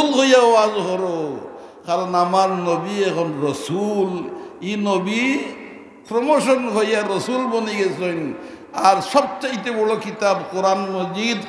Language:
Sylheti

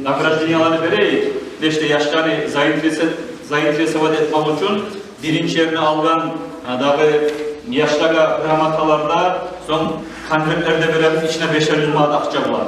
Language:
Kumyk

